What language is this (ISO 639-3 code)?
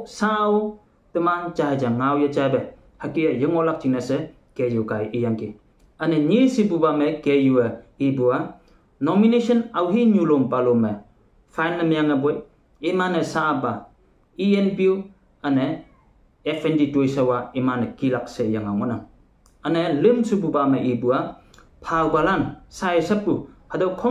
nbe